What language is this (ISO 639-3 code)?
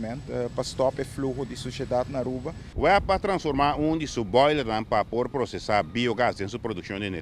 pap